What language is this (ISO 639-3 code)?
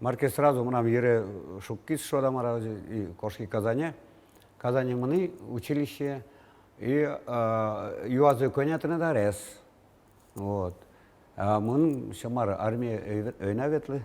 udm